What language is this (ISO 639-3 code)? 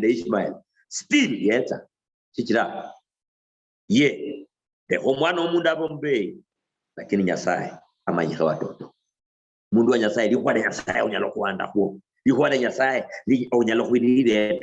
luy